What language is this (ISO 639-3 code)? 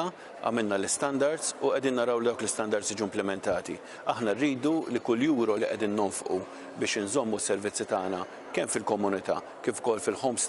mlt